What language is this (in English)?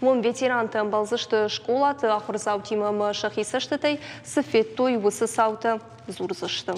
Ossetic